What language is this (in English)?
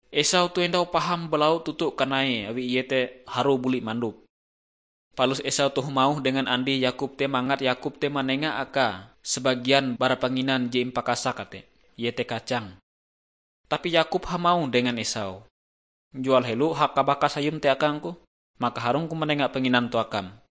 Ngaju